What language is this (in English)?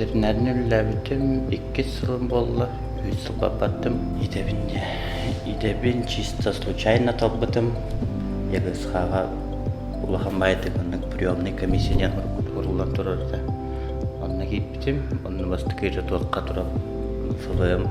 Yakut